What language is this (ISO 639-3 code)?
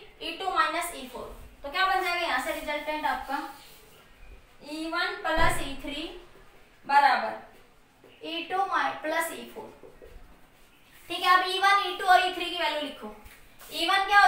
hin